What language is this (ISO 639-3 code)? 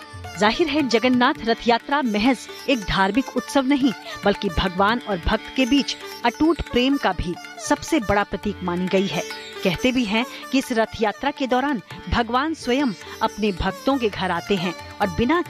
hin